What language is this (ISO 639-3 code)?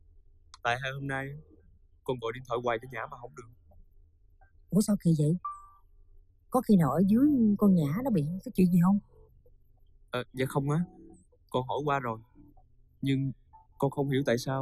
vie